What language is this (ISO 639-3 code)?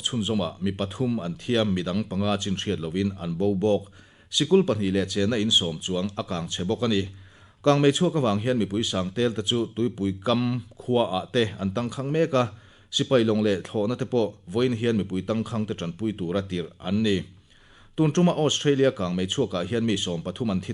lus